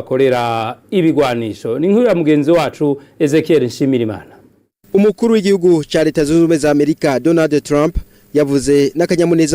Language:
Rundi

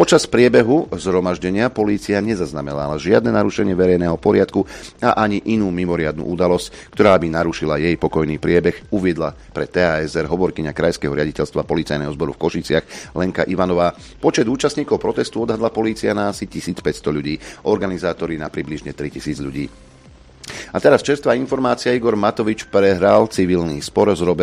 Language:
Slovak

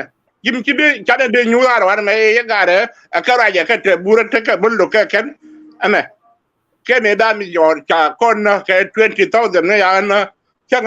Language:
Nuer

